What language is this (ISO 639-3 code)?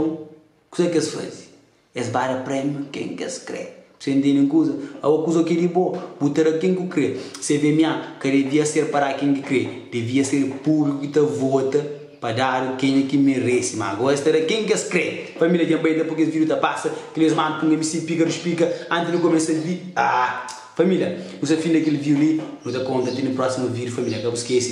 kea